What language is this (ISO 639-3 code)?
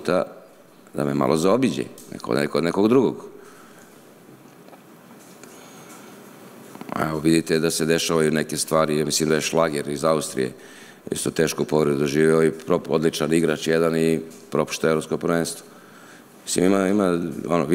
srp